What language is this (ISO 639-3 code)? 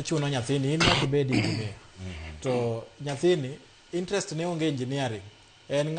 luo